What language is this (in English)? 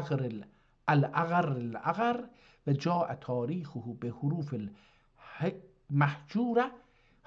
South Azerbaijani